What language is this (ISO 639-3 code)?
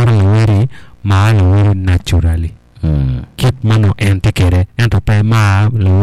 ach